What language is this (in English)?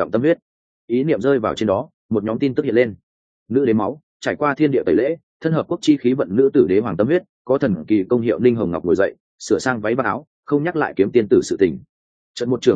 Vietnamese